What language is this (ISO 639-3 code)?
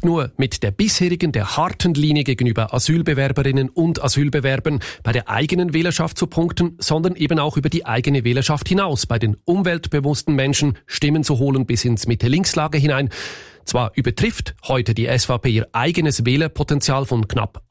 deu